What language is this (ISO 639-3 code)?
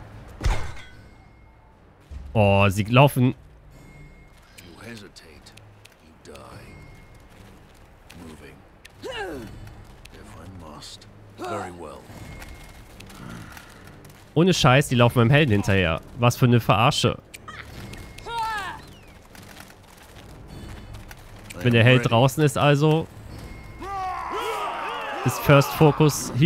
deu